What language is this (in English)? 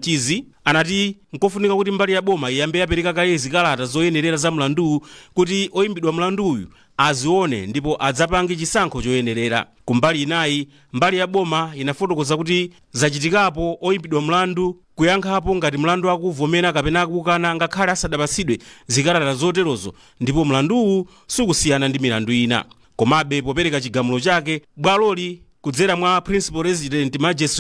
Nyanja